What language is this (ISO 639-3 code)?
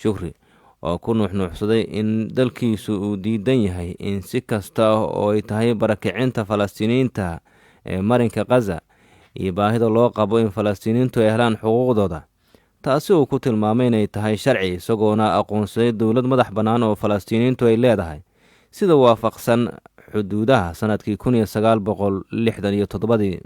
som